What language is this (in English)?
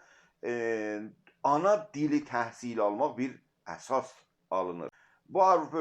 South Azerbaijani